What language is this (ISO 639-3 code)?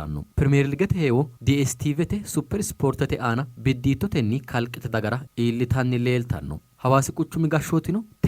sid